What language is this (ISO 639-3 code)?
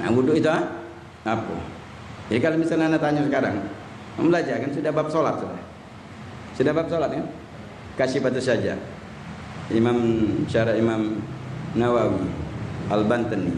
mui